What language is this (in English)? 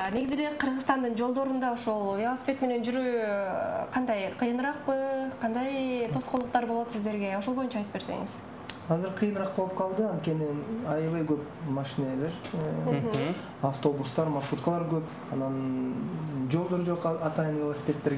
Kyrgyz